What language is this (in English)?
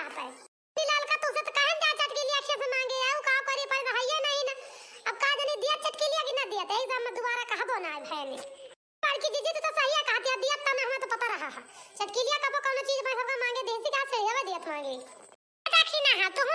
Awadhi